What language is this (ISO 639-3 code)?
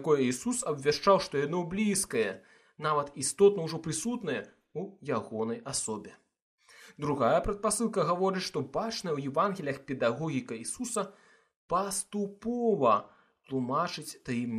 bel